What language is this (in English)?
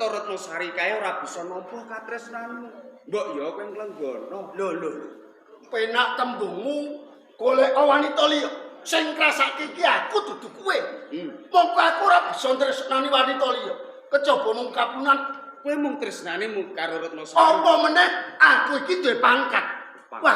Javanese